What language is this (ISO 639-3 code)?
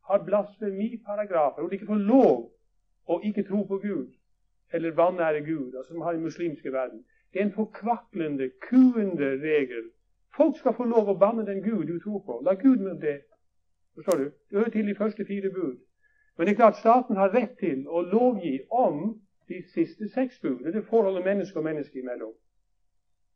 nor